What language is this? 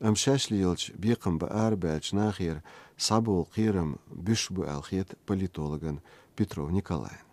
Chechen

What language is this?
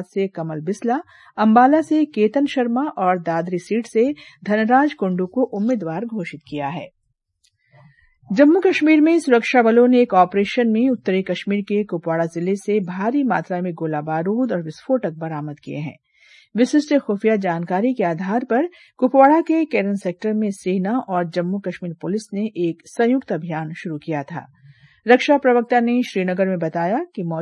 Hindi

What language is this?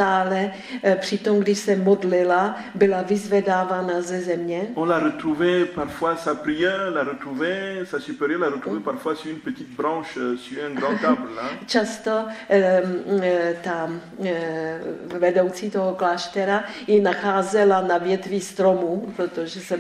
Czech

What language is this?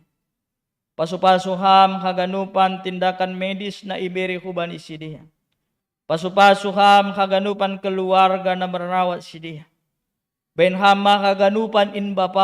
Batak Simalungun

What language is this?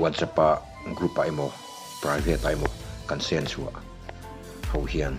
Mizo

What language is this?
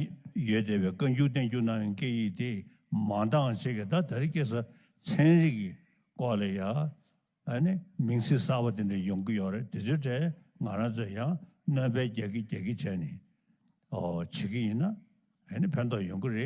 Tibetan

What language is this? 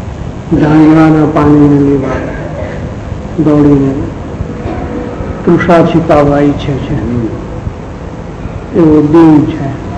Gujarati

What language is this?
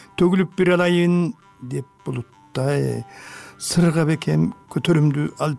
Kyrgyz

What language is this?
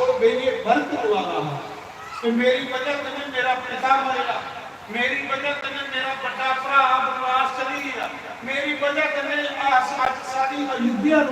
Dogri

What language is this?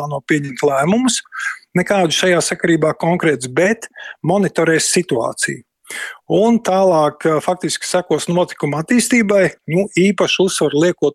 Latvian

